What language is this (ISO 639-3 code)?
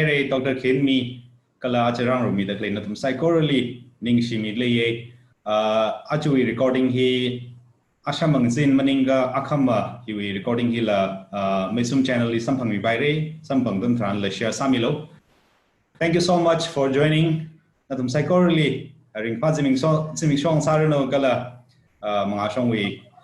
nmf